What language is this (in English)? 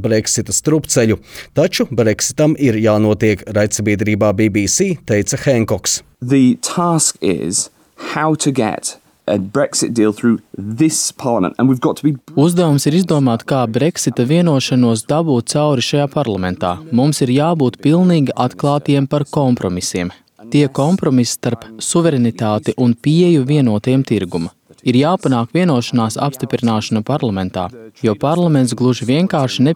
Latvian